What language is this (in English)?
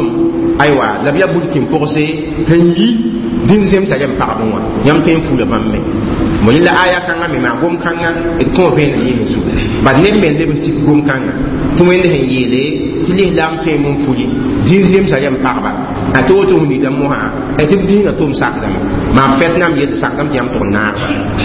Mossi